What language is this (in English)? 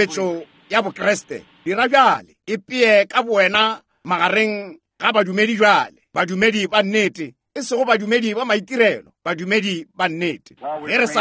Northern Sotho